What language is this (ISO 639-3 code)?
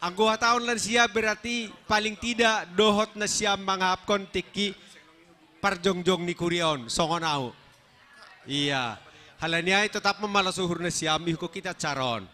bts